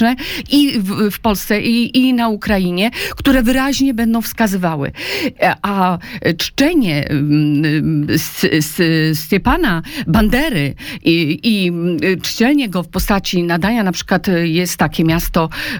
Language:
Polish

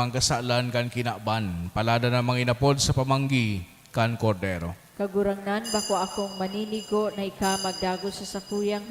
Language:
Bikol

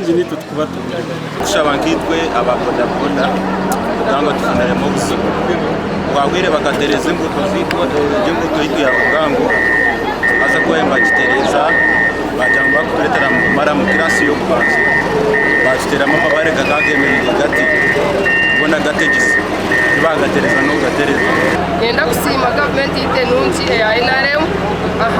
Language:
Nyankole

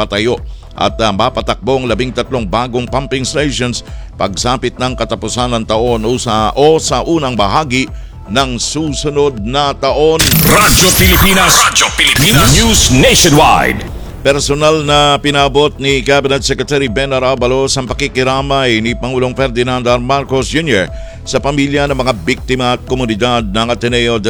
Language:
Filipino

